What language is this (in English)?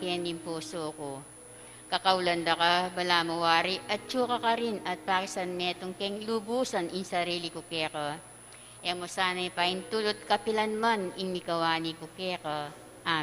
Pampanga